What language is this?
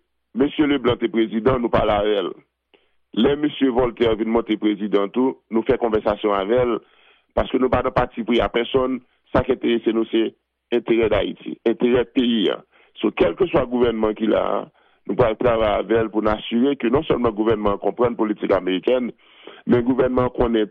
Haitian Creole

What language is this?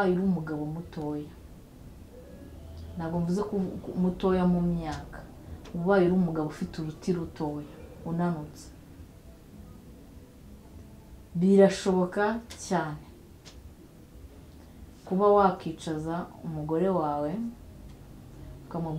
Kinyarwanda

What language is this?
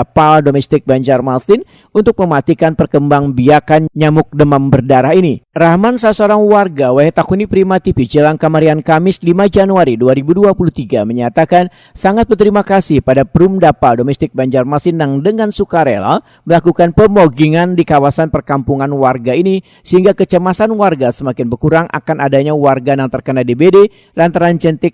Banjar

